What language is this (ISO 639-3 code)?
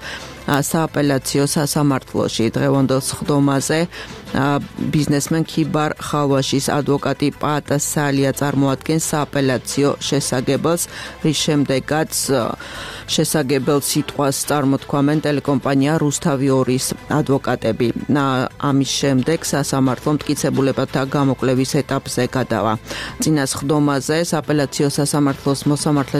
kat